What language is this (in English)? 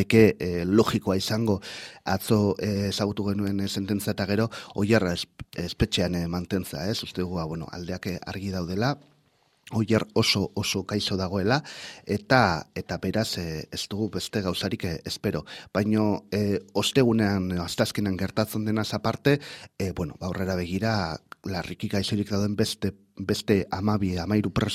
Basque